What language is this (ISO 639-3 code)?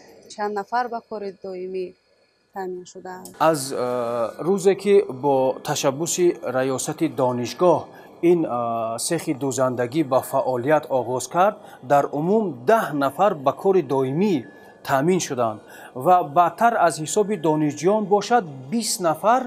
tgk